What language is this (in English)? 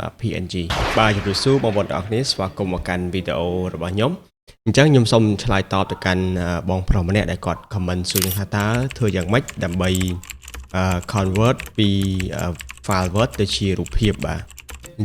Khmer